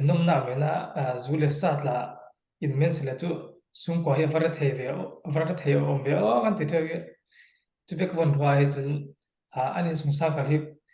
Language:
Falam Chin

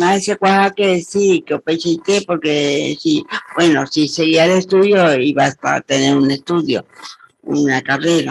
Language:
Guarani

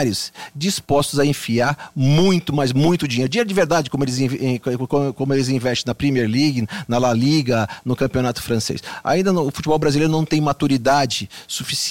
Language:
Portuguese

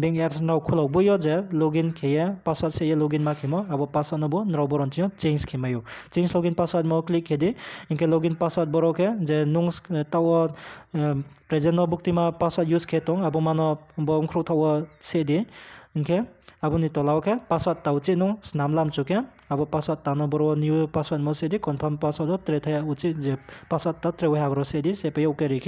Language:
Riang (India)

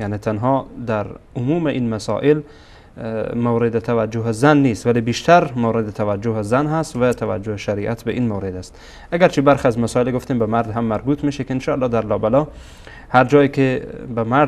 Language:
Persian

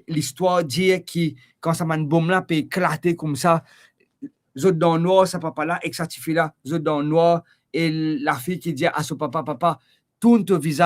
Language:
Morisyen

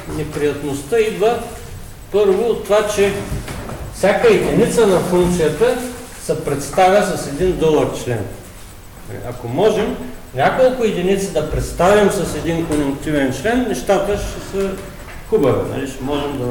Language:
Bulgarian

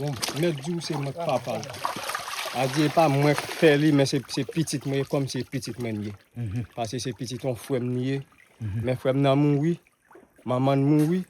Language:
Haitian Creole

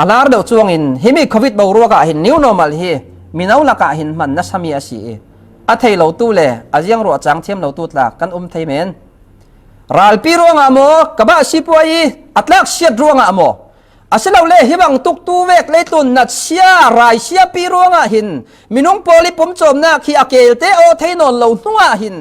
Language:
Falam Chin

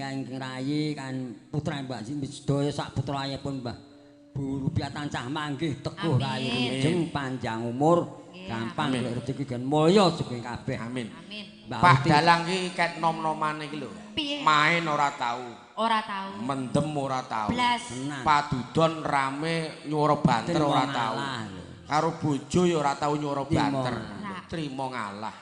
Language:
Javanese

